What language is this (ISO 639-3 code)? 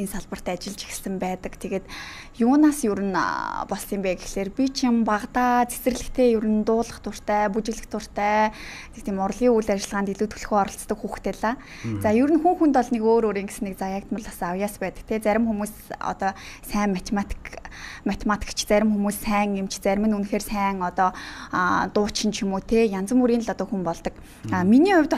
mon